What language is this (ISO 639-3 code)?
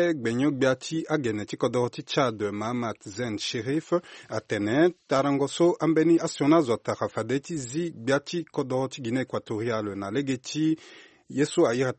sag